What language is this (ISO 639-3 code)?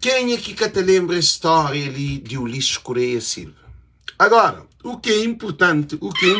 kea